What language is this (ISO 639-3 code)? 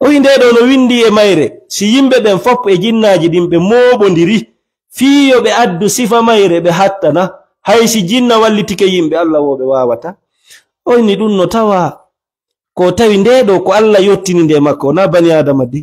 ful